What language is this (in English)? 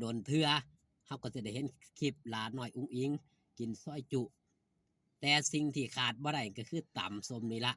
Northeastern Thai